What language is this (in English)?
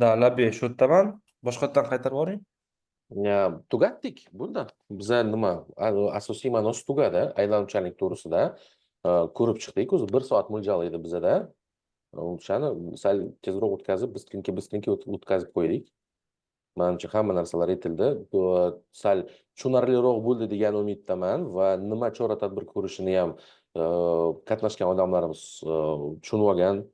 Uzbek